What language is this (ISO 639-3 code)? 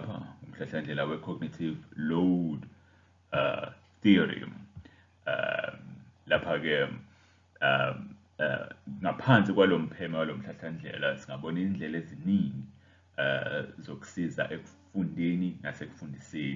zul